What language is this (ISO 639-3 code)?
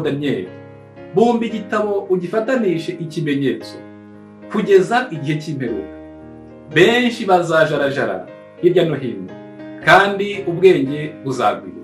kin